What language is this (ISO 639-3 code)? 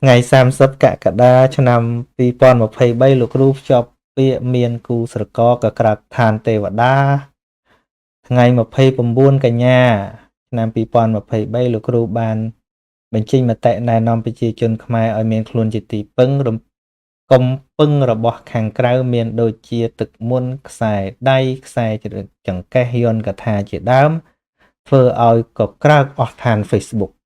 khm